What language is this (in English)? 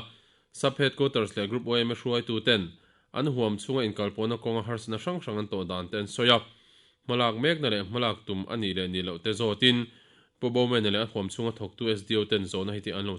Mizo